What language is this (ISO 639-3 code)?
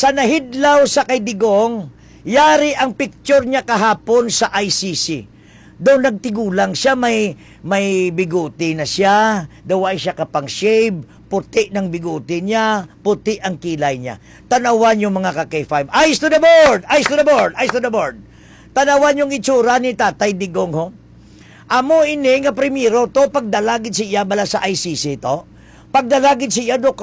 hil